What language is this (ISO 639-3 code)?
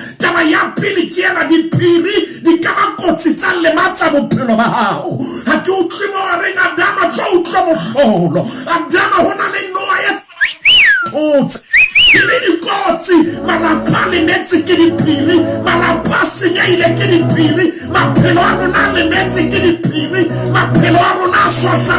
sot